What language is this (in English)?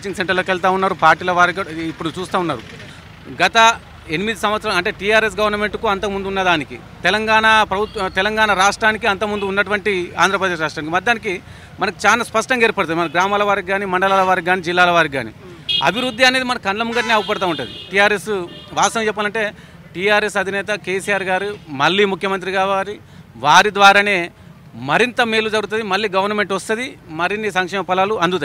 Telugu